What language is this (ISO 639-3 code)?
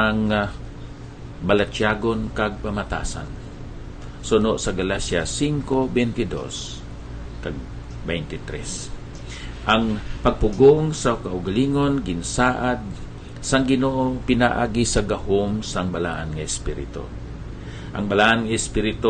hil